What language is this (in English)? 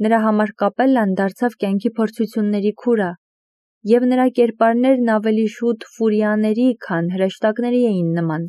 Armenian